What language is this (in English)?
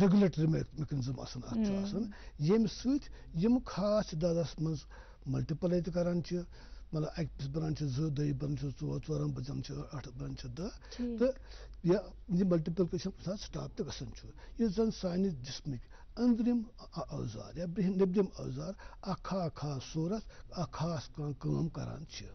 Kashmiri